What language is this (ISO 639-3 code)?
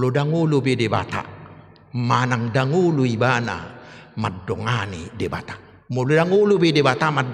bbc